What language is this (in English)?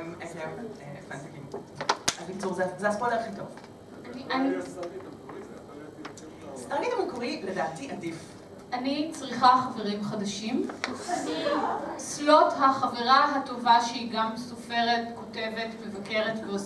Hebrew